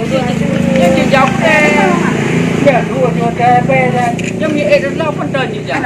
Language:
Achinese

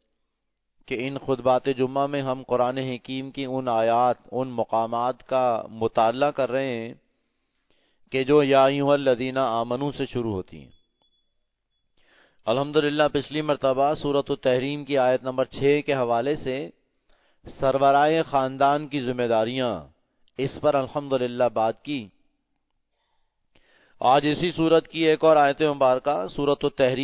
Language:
Urdu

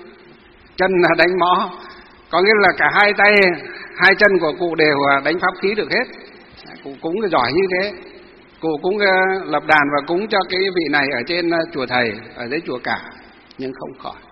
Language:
Vietnamese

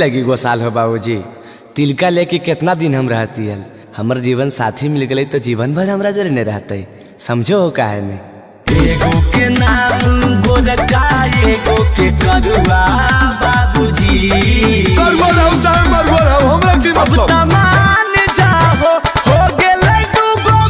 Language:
Magahi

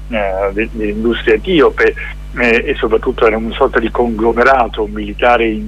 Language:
Italian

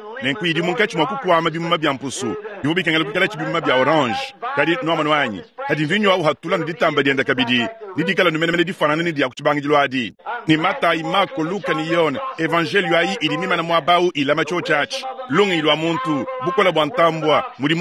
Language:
Luba-Lulua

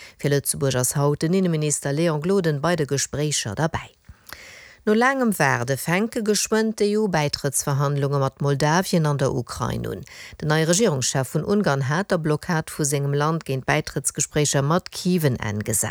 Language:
Luxembourgish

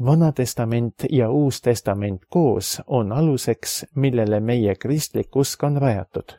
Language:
Estonian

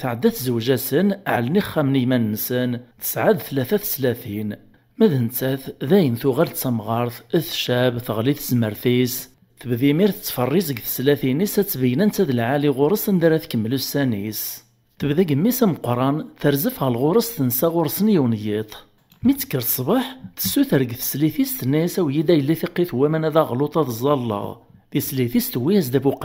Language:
Kabyle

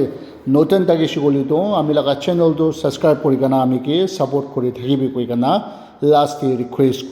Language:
Naga Pidgin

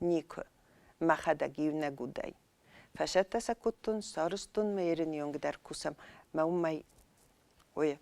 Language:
Ossetic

